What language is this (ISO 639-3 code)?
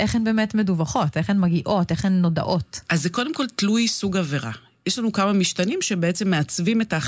heb